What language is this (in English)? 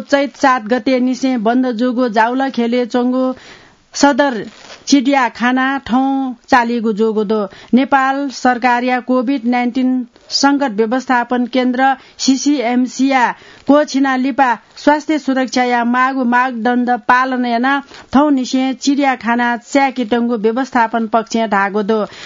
Newari